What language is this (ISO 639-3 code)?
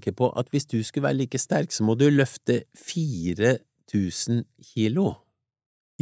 nor